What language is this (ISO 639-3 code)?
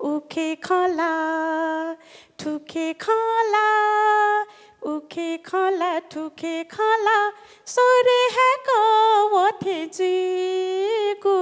new